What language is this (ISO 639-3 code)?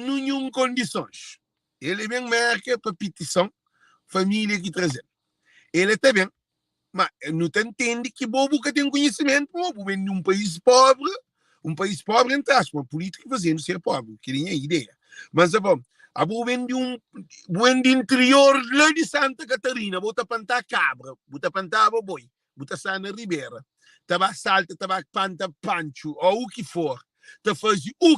kea